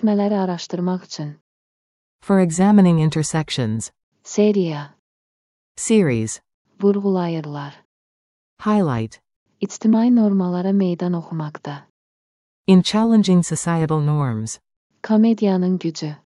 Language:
Azerbaijani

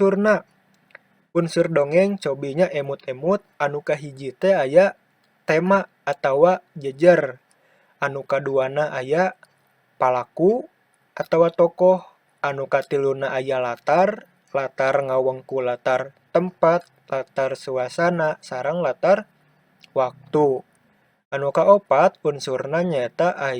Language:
Sundanese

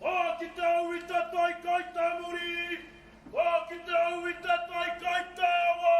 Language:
Māori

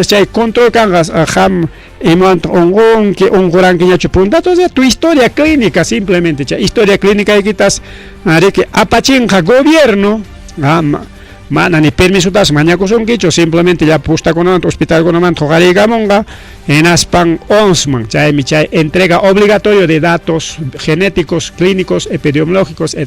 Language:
Ayacucho Quechua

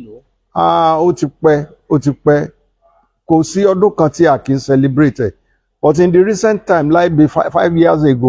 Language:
Yoruba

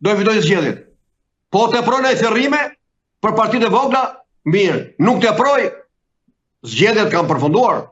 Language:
Albanian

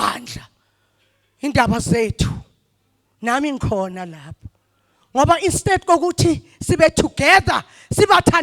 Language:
Zulu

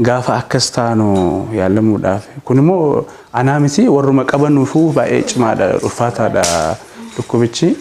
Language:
Oromo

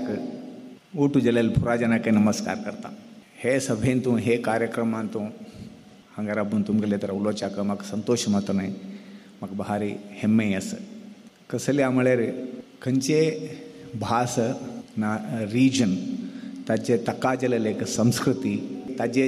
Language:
Konkani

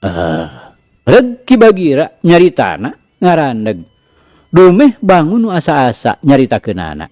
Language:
Sundanese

